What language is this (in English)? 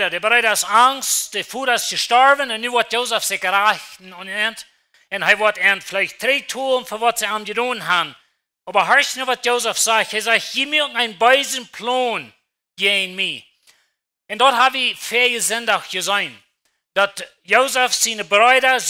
Plautdietsch